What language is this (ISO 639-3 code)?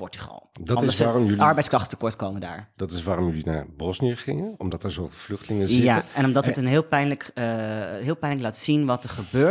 nld